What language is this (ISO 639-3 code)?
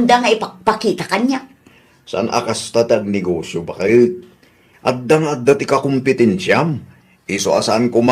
ilo